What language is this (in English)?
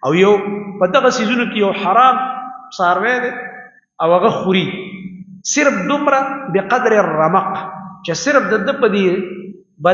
Pashto